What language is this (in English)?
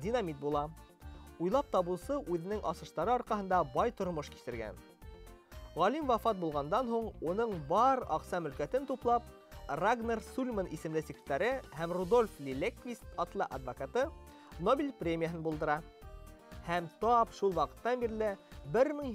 Bashkir